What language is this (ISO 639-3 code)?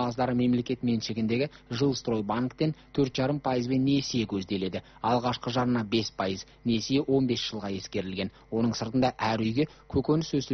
kaz